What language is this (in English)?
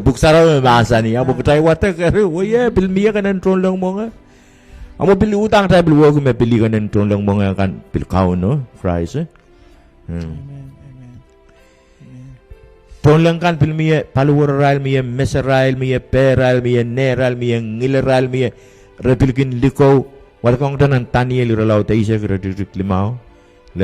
Pohnpeian